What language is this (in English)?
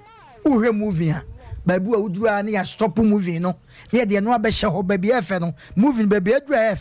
Akan